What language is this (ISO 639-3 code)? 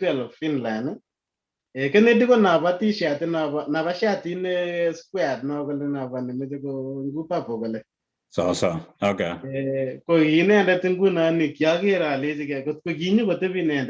kln